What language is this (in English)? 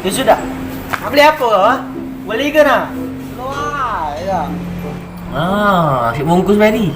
Musi